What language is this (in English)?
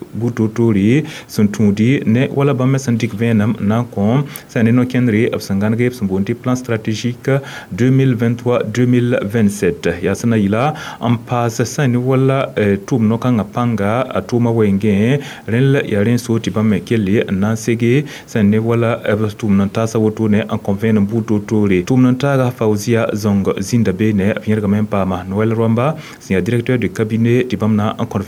Mossi